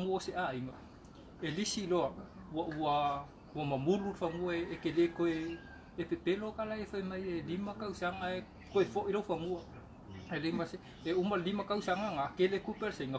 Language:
Samoan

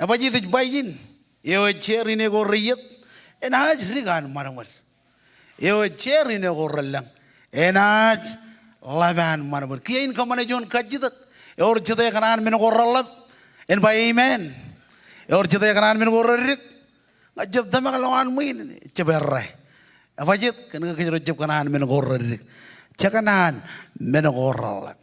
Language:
Marshallese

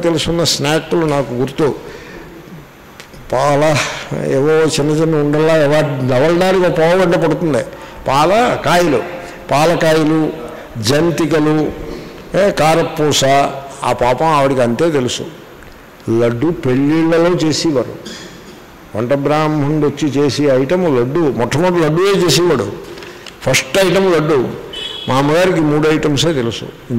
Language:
Telugu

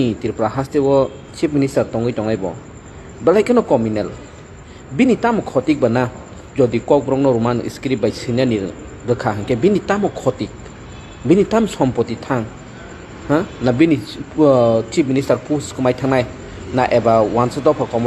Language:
Kok Borok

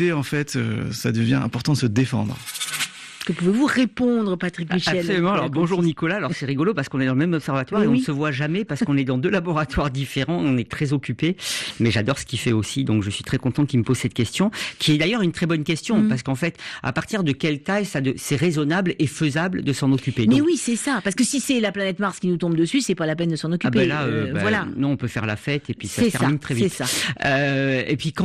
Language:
French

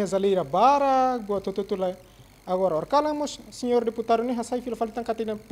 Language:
Tetum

